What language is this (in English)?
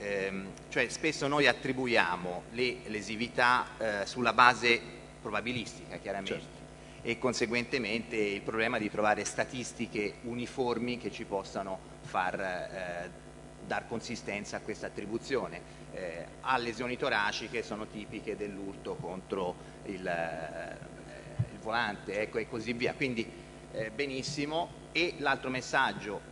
Italian